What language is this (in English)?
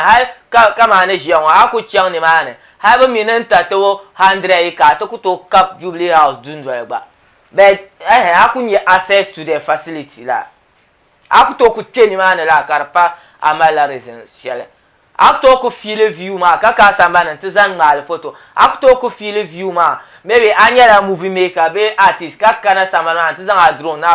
Dagbani